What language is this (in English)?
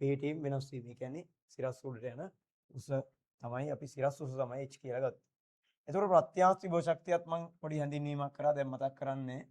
Sinhala